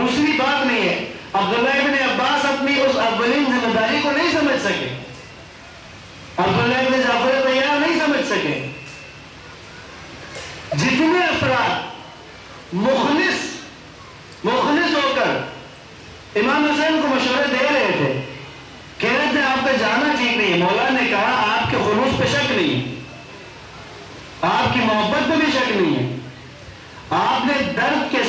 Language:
Urdu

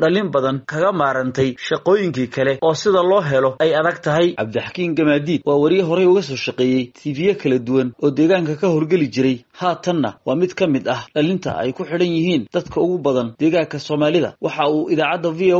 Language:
Somali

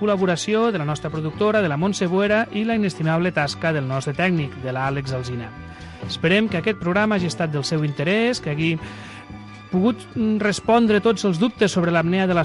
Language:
Catalan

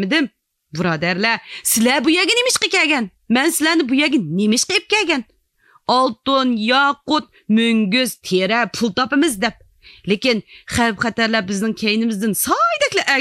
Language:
Uyghur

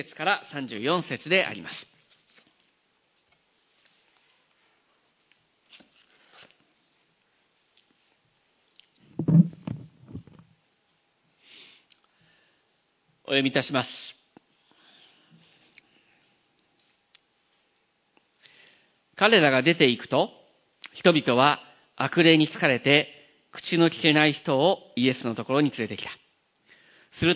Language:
Japanese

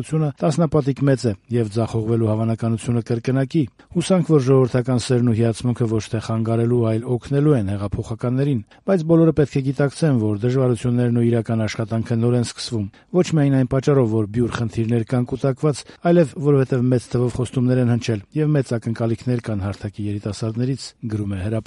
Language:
Armenian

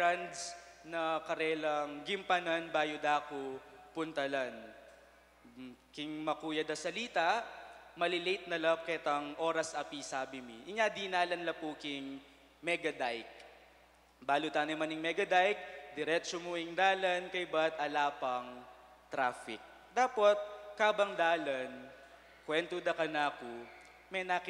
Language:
Pampanga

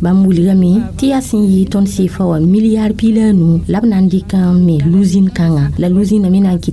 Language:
Mossi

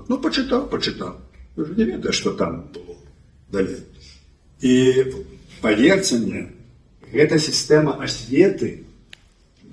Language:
Belarusian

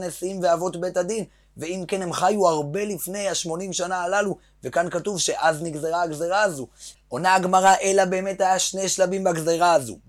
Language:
Hebrew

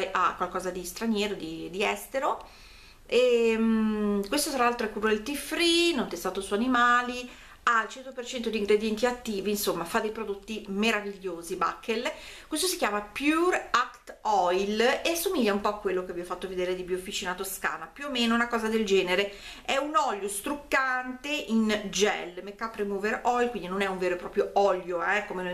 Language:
Italian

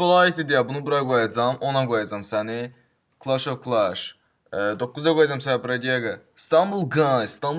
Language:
Azerbaijani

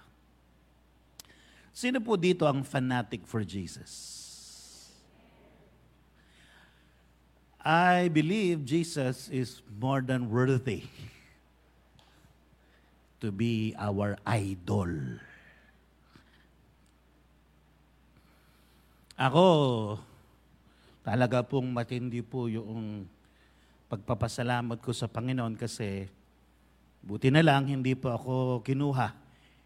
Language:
Filipino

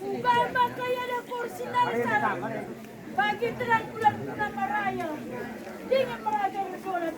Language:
Batak Karo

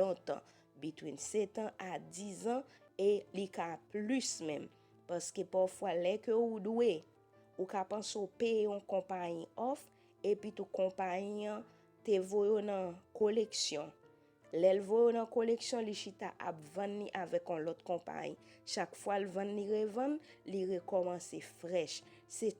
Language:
Haitian Creole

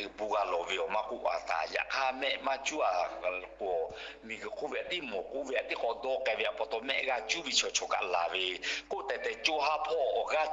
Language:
Lahu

